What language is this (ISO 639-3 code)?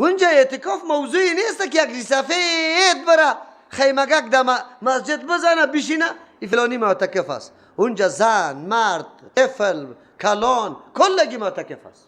fas